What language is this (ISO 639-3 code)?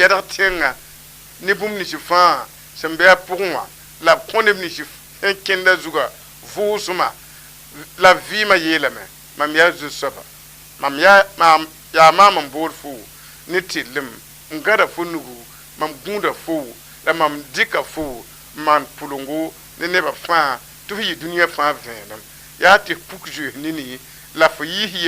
mos